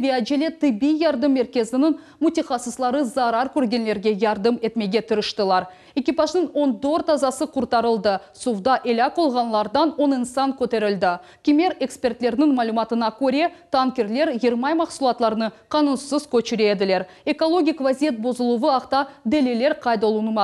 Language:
Crimean Tatar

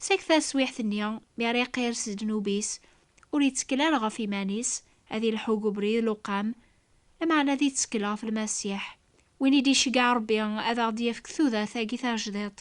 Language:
Kabyle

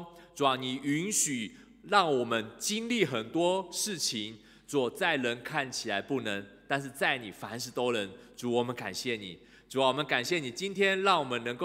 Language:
Chinese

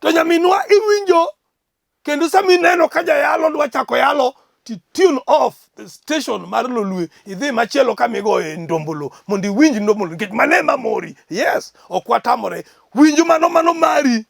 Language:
Luo (Kenya and Tanzania)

